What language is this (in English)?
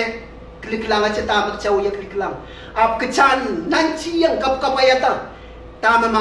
Pohnpeian